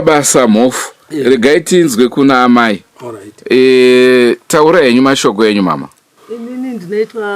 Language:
Shona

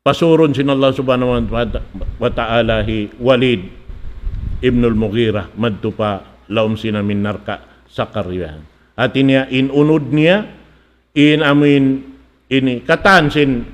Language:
Tausug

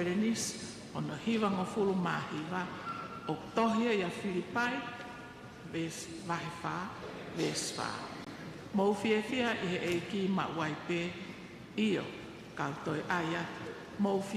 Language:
Tongan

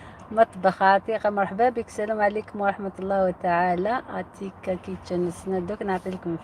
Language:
Algerian Arabic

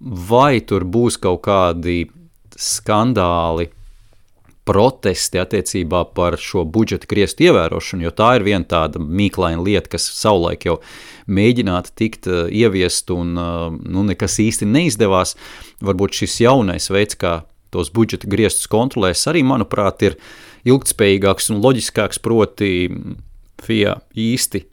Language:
Latvian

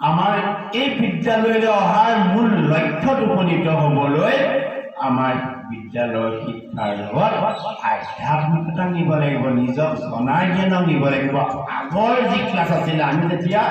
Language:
Assamese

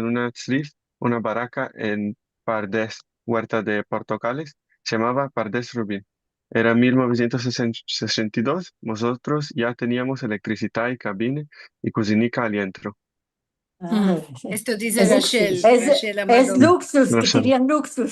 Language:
Ladino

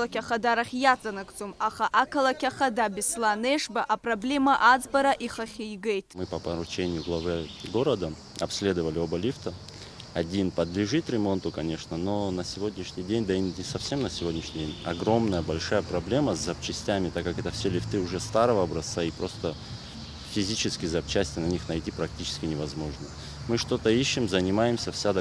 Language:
Abkhazian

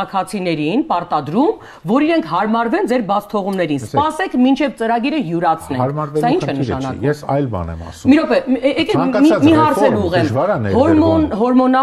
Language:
Armenian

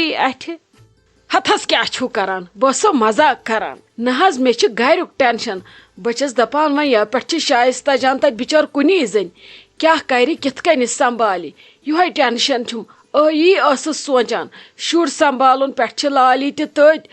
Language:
Kashmiri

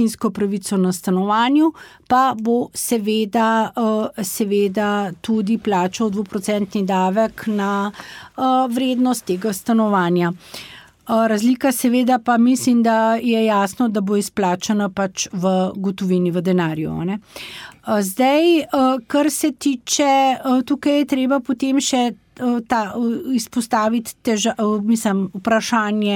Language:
Slovenian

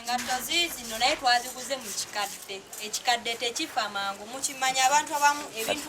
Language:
Ganda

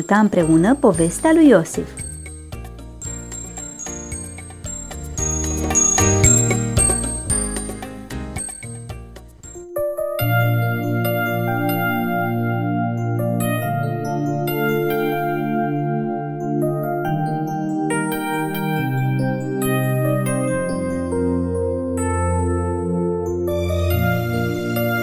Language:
Romanian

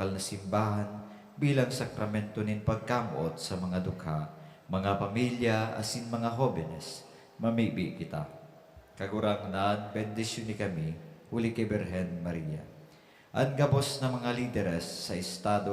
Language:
Bikol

